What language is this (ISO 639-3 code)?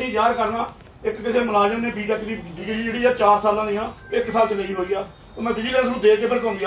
pan